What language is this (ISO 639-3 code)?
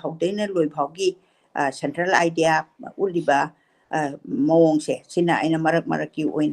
mni